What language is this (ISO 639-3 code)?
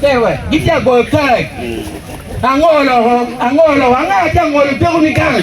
ach